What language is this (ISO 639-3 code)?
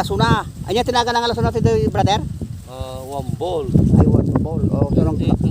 ilo